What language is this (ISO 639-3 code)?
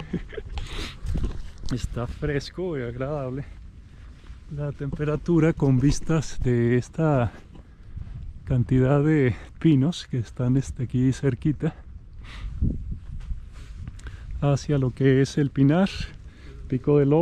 spa